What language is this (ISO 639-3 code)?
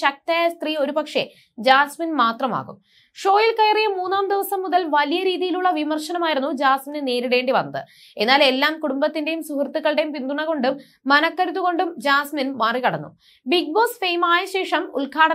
mal